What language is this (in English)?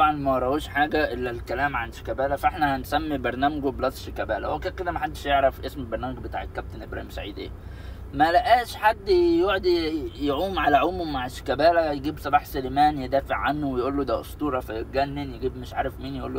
Egyptian Arabic